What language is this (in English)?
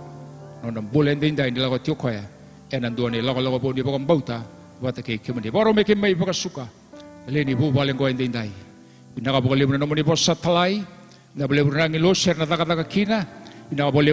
Fijian